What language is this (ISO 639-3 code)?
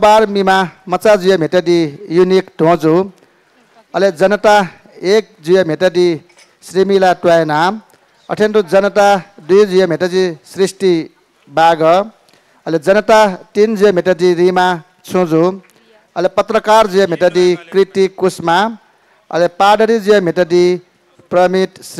new